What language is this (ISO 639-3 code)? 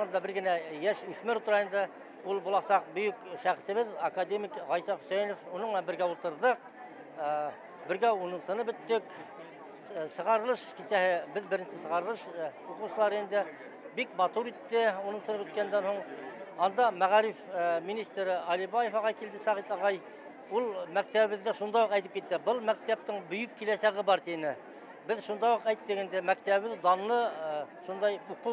bak